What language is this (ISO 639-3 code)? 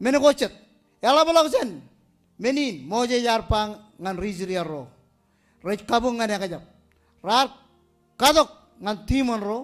mah